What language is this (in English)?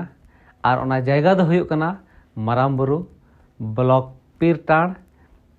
Santali